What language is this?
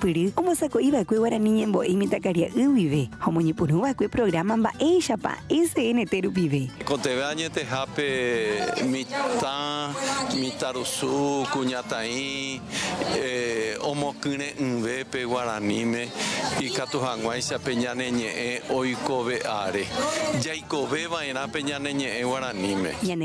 Guarani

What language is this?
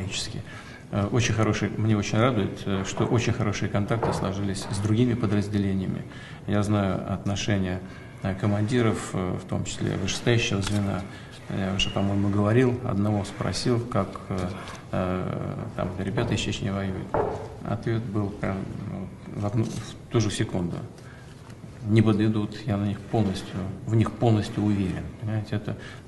Russian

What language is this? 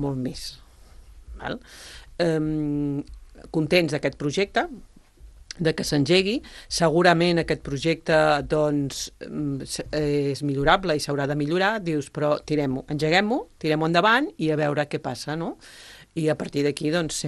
Catalan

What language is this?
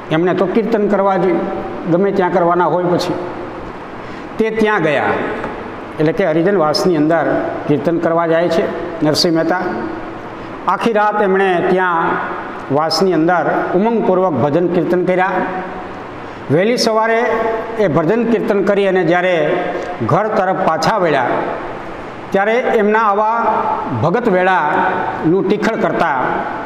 Gujarati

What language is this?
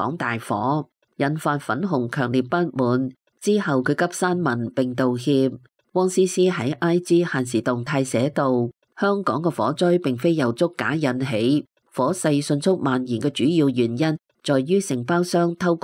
Cantonese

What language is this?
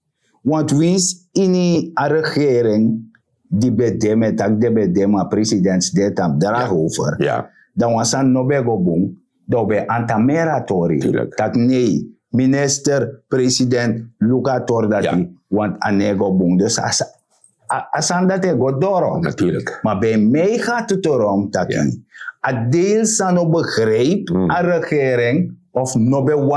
Sranan Tongo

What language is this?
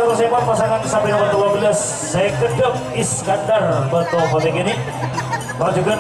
Madurese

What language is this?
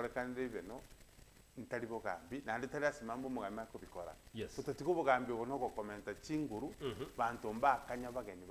Gusii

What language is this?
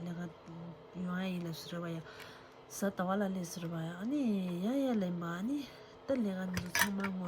Tibetan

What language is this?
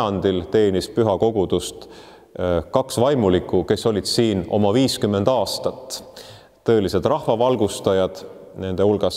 Estonian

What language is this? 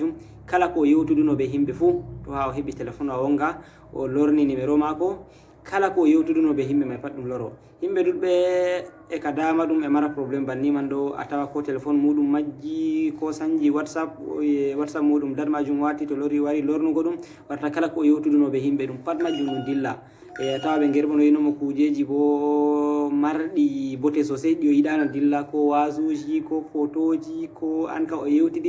Fula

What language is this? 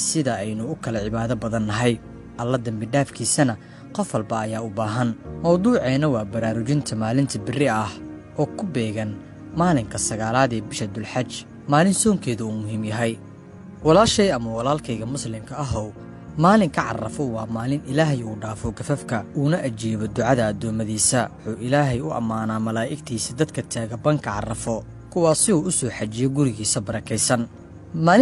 Somali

